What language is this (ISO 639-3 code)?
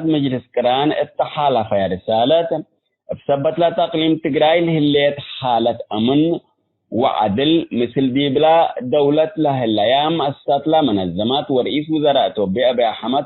tig